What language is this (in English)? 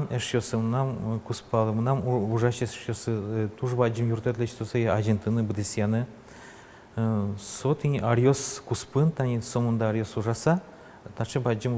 Udmurt